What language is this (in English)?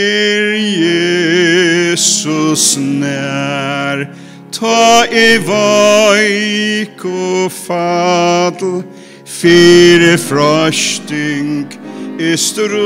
Faroese